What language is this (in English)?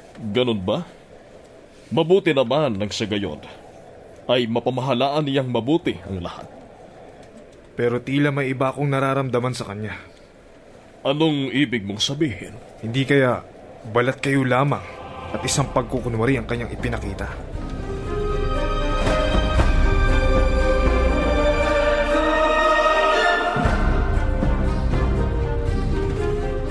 Filipino